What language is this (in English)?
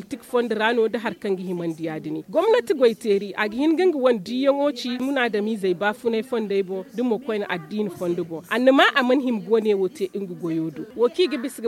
Zarma